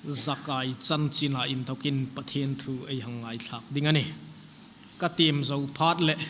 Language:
Hmar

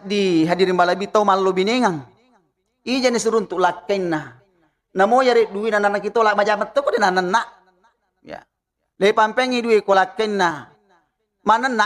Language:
Buginese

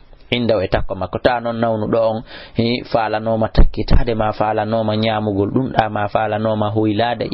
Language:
Fula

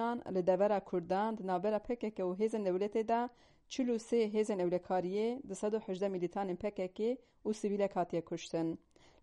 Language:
Kurdish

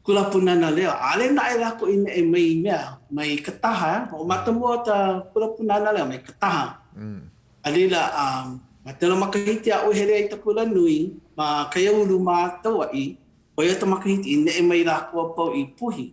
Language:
Hawaiian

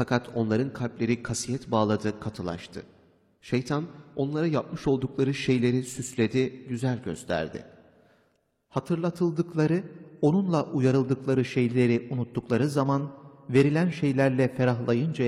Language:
Turkish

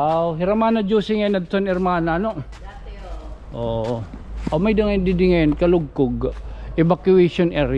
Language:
Waray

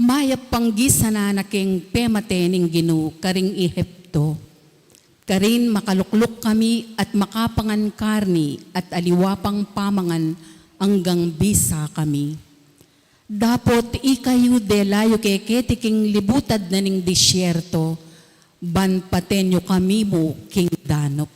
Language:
Pampanga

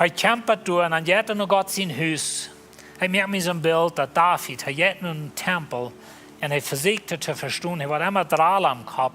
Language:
Plautdietsch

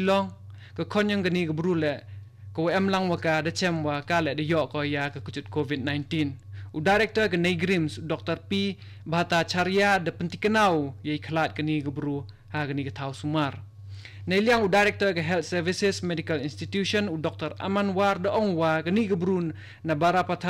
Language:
Khasi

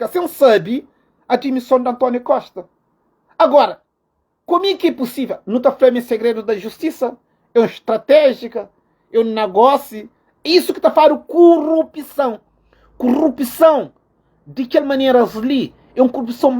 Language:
Kabuverdianu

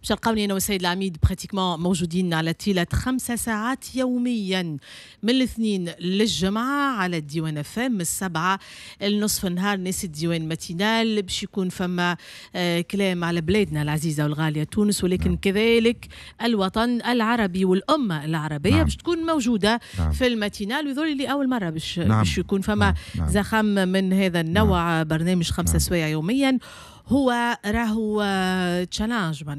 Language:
Tunisian Arabic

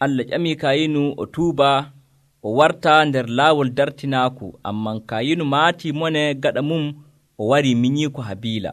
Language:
Nigerian Fulfulde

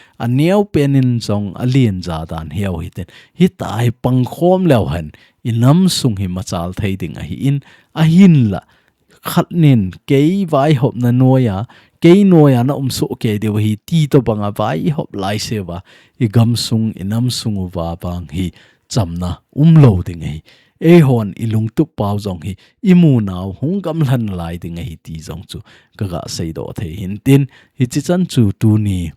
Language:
Thado Chin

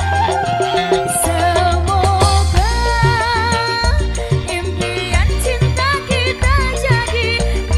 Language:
Indonesian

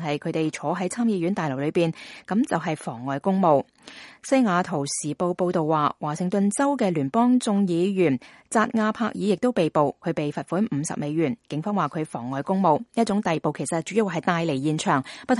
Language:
Cantonese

